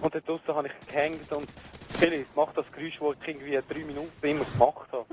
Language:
Swiss German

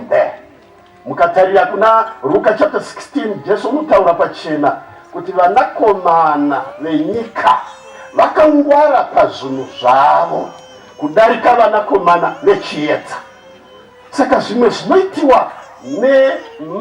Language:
Shona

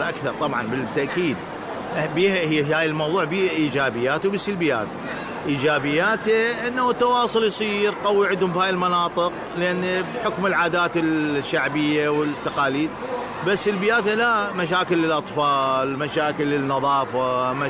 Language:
Mesopotamian Arabic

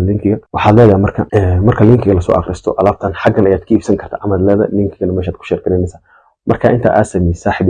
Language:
Somali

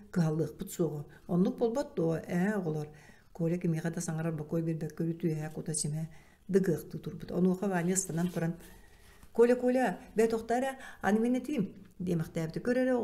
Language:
Yakut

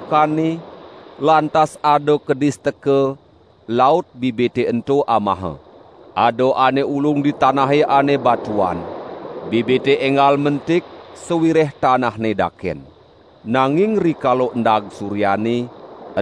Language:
Balinese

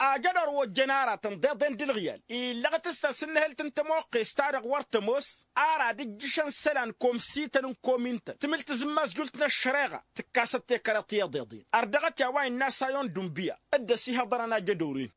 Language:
Tamasheq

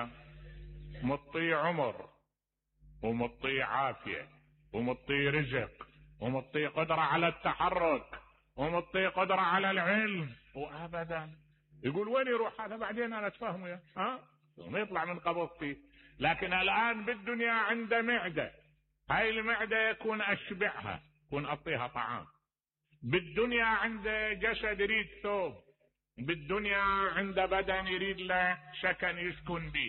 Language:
Mesopotamian Arabic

